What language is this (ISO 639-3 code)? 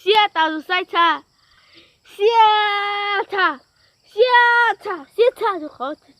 hmn